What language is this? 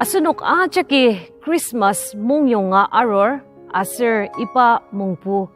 Ao Naga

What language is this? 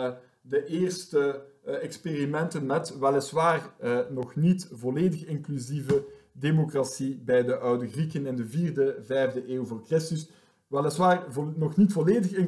Dutch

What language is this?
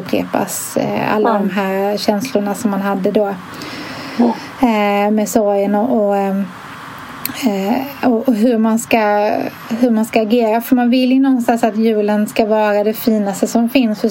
Swedish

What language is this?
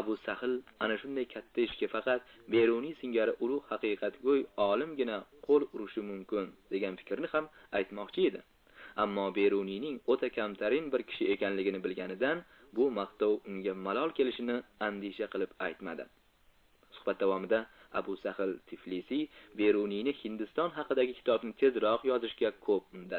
Uzbek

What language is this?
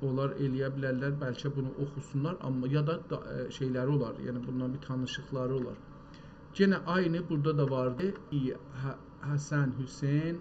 South Azerbaijani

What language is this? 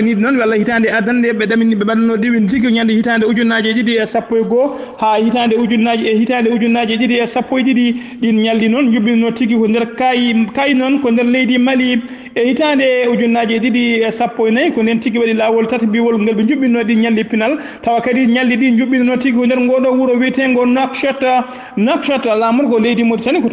Fula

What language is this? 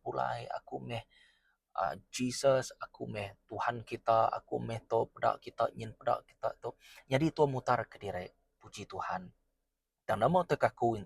Iban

